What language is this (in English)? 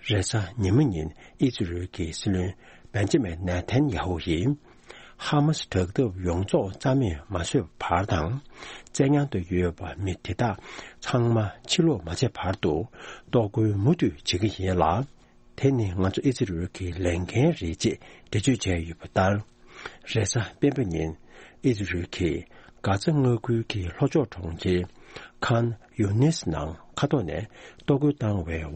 Tibetan